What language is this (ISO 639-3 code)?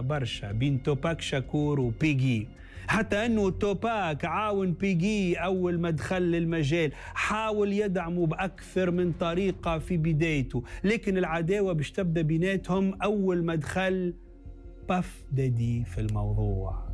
aeb